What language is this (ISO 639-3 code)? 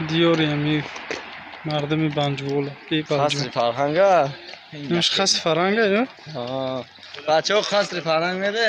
tgk